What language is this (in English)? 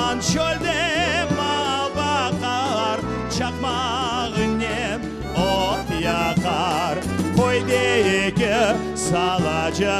Crimean Tatar